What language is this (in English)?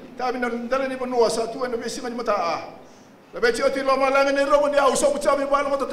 Fijian